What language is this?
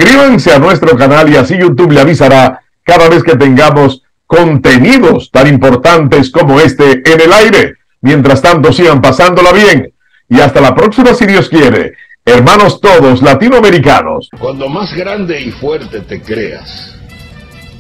Spanish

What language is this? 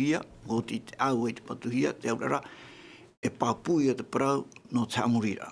Tahitian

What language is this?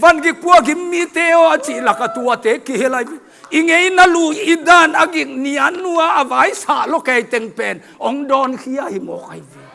Tedim Chin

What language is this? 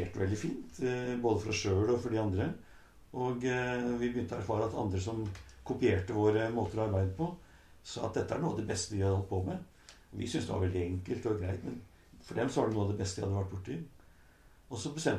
Norwegian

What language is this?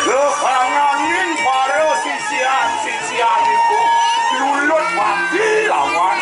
Balinese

